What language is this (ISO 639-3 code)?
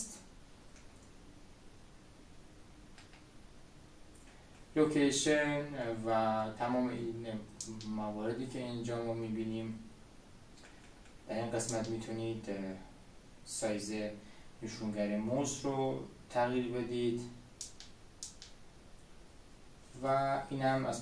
fas